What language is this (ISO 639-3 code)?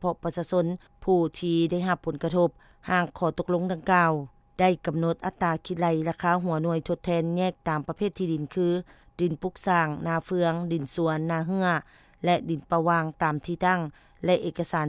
lao